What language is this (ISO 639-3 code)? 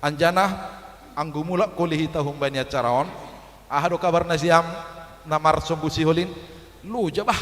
bts